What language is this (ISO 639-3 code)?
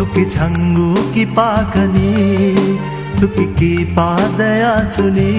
new